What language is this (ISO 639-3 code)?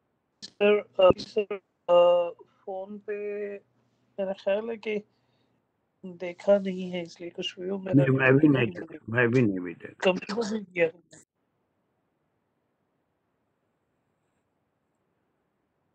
urd